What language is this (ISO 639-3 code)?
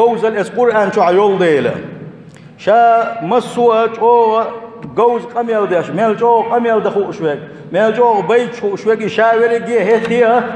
che